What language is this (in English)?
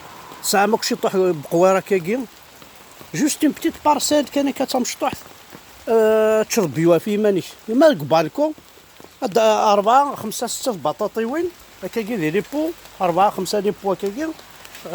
Kabyle